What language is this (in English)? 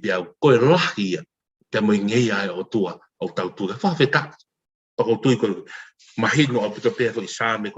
Tongan